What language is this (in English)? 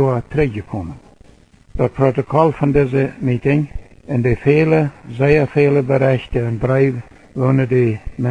Plautdietsch